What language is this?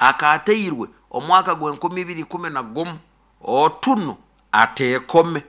Nyoro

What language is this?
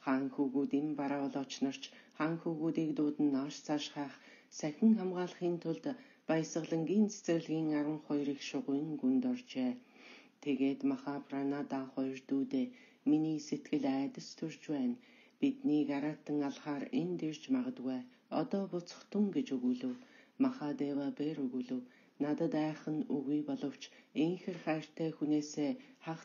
Mongolian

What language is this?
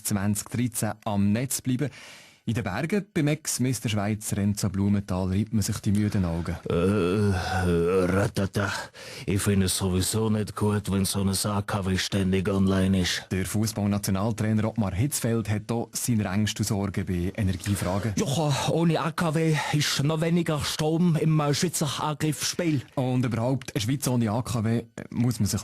Swiss German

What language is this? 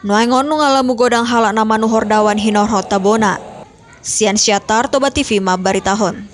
Batak Toba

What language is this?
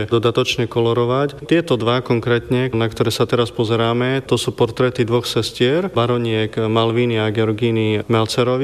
Slovak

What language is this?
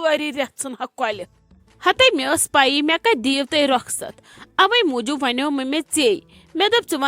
Kashmiri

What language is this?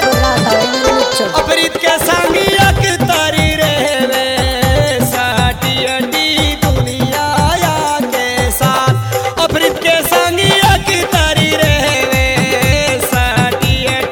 Bhojpuri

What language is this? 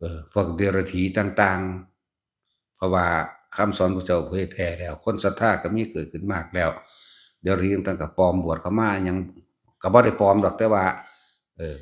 Northeastern Thai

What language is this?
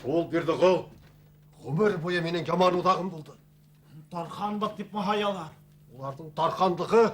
Bashkir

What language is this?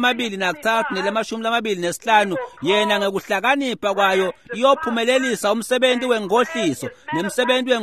Swati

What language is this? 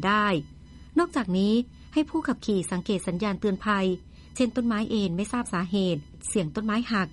Thai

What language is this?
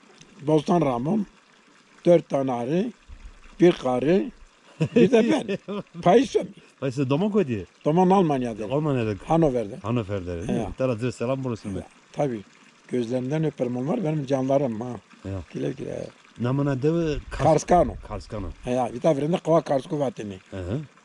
Zaza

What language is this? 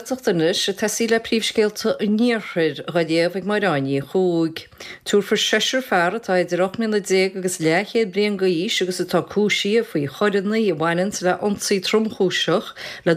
Irish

